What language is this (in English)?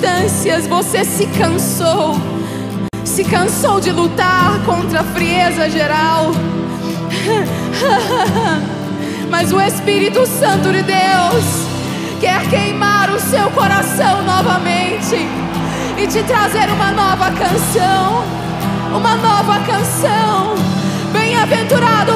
Portuguese